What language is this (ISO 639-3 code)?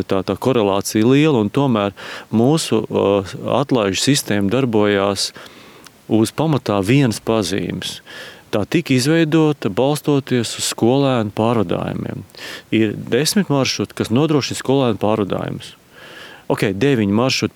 lav